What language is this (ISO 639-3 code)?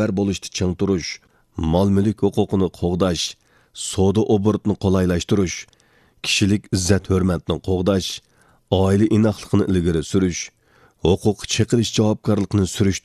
uig